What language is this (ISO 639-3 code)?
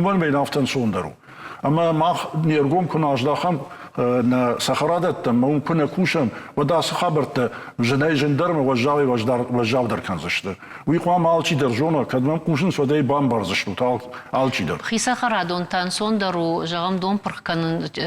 oss